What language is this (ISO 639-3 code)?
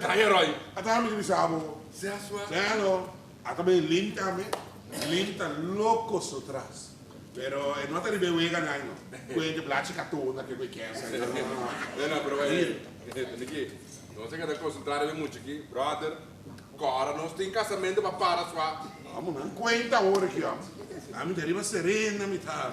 pap